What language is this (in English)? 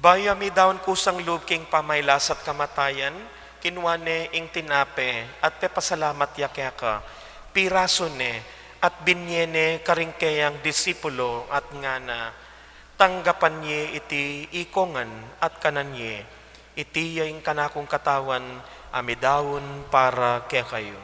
Pampanga